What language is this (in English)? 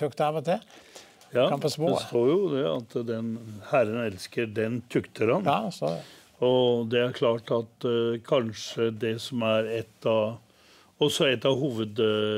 Norwegian